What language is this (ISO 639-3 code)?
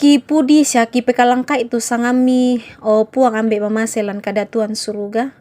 sda